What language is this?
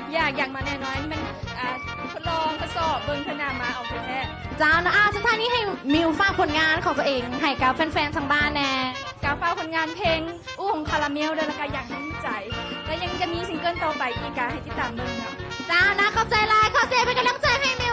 Lao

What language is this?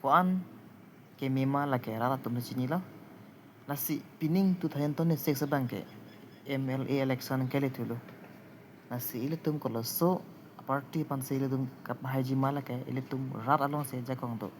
Karbi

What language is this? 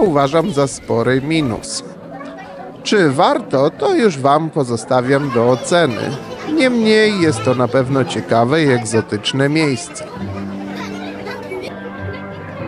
Polish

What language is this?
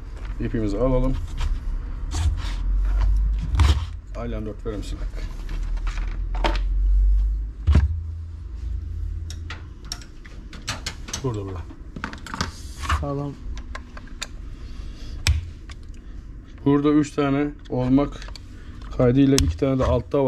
Turkish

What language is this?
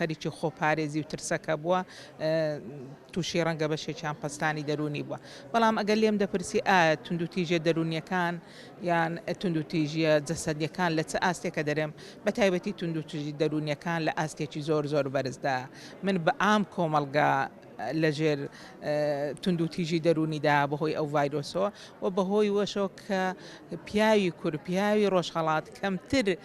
Central Kurdish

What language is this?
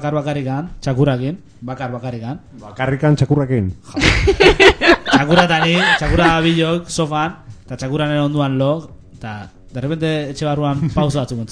Basque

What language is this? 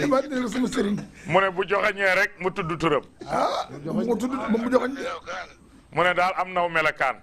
Wolof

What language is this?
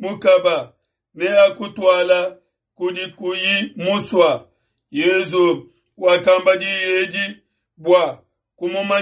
Luba-Lulua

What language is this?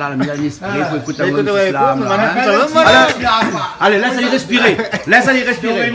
Réunion Creole French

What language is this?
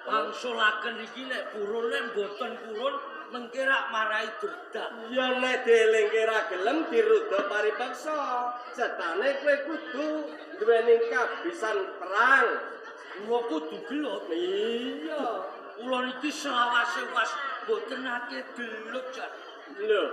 Javanese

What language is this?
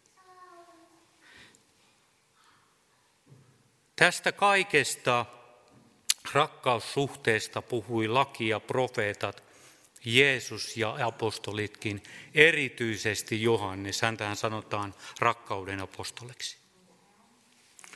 Finnish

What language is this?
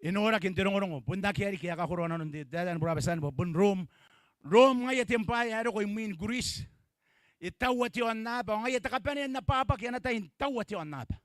Gilbertese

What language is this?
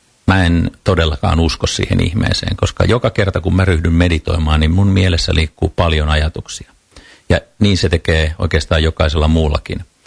Finnish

